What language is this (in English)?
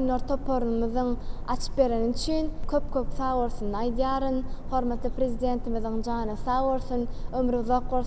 Turkmen